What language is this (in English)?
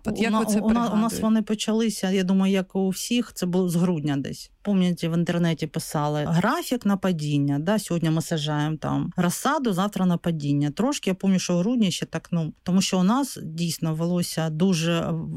Ukrainian